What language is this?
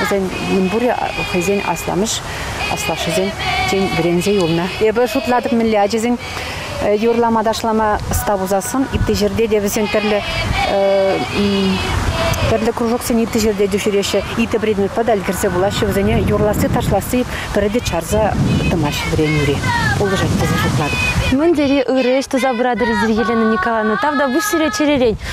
Chuvash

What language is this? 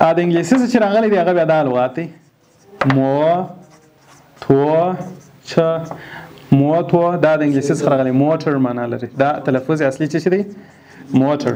Pashto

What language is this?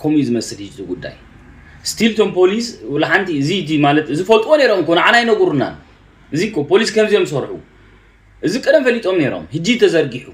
Tigrinya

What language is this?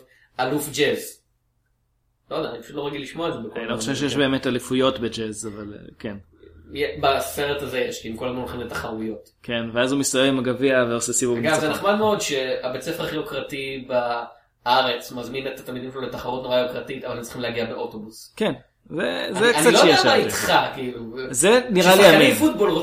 Hebrew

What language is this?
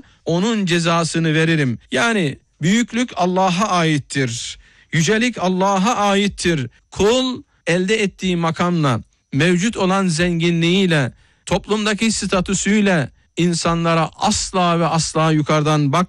Turkish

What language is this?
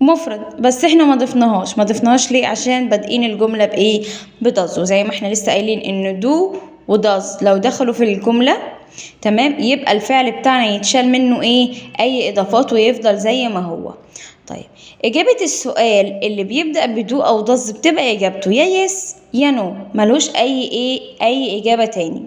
Egyptian Arabic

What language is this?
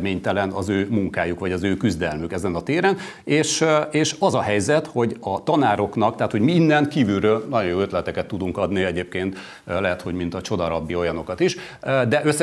Hungarian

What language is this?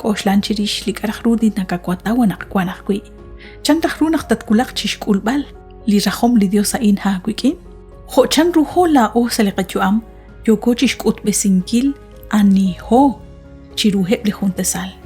Kekchí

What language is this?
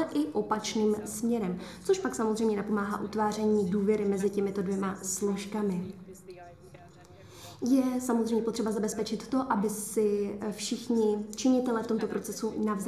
Czech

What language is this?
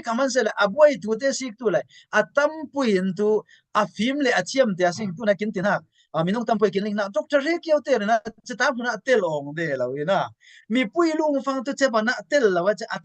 Falam Chin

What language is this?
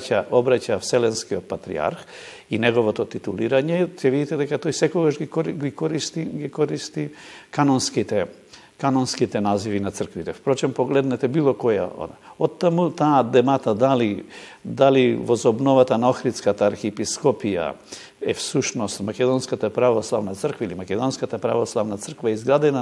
Macedonian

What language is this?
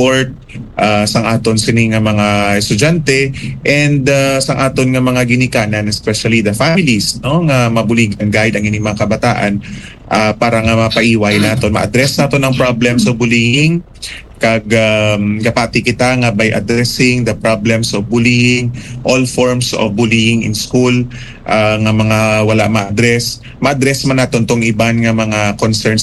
Hiligaynon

